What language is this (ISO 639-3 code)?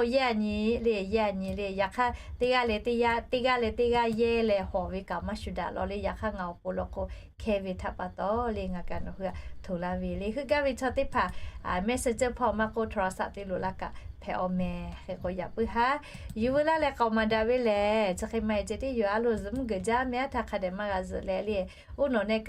lhu